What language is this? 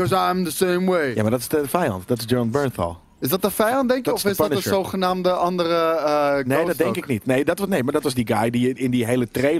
Dutch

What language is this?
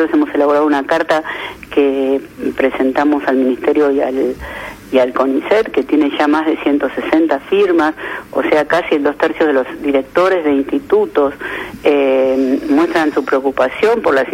Spanish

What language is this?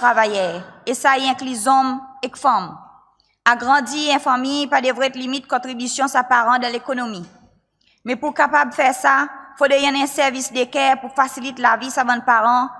Seselwa Creole French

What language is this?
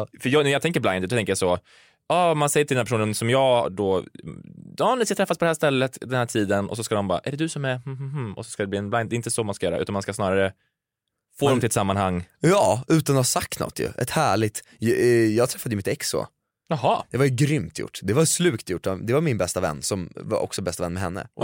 Swedish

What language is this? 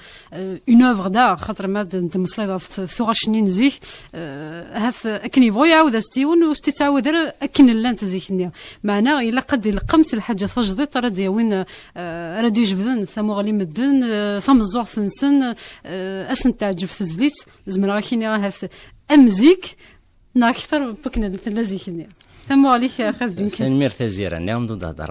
Kabyle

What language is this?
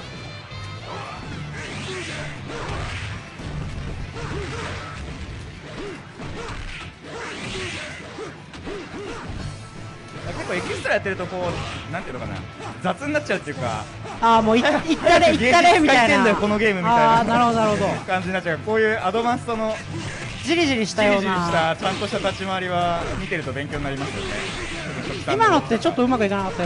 Japanese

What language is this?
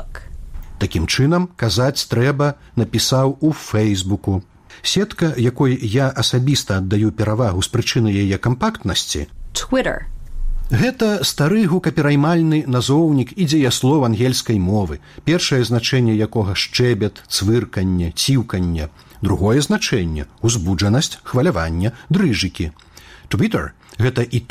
Belarusian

